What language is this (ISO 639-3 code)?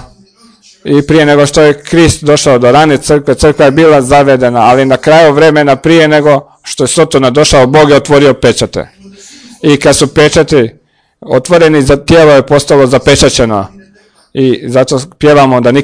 hrv